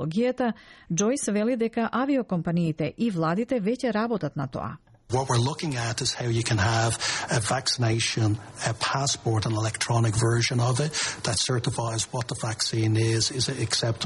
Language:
Macedonian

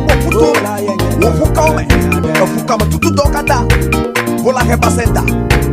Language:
Ewe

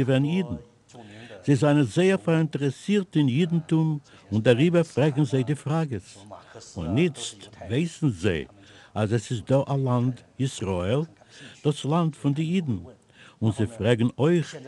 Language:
Yiddish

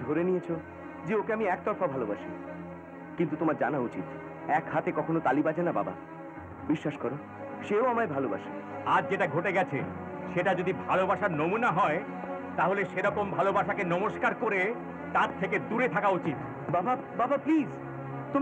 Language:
Bangla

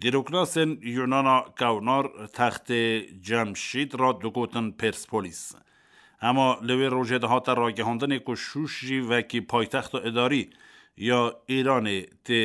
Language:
Kurdish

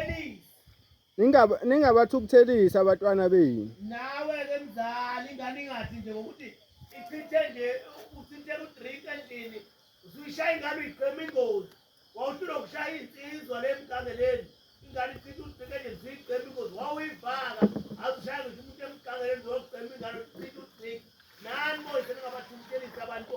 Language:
Zulu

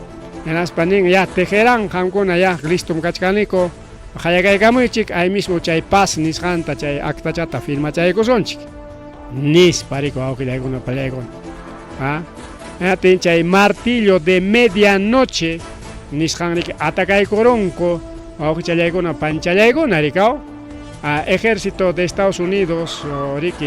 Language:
Ayacucho Quechua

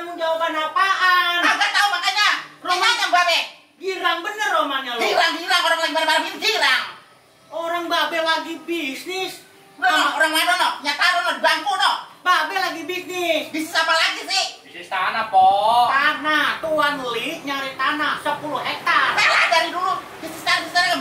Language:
Betawi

